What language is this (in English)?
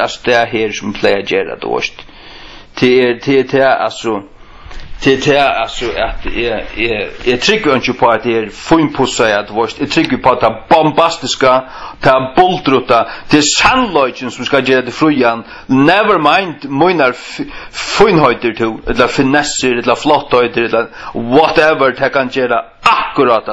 Faroese